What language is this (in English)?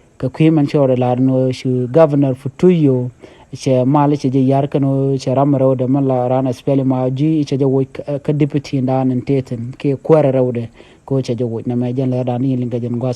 Nuer